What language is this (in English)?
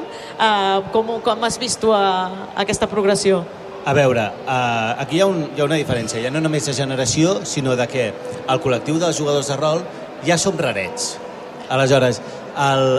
Catalan